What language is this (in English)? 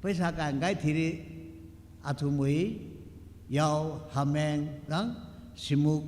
Tangkhul Naga (India)